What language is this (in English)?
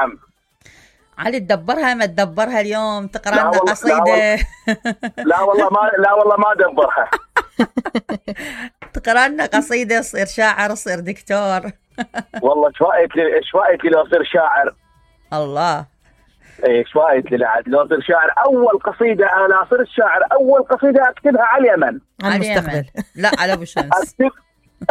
Mesopotamian Arabic